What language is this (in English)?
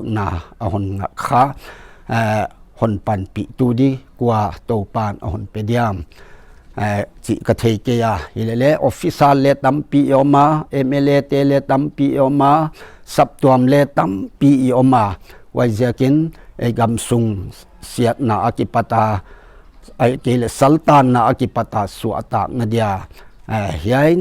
Paite Chin